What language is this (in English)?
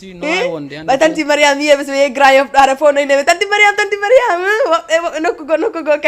Fula